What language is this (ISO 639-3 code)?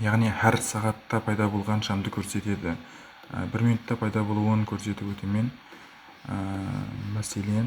kaa